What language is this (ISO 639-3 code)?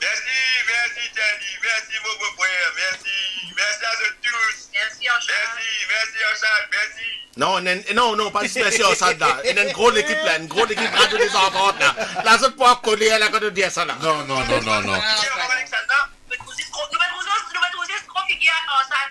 mfe